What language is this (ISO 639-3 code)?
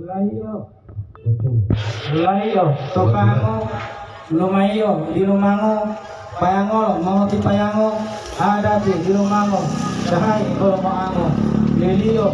gor